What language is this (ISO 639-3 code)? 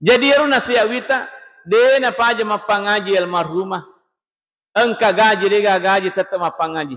bug